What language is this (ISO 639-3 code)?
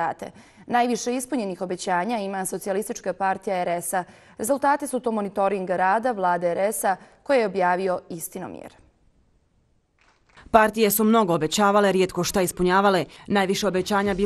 bos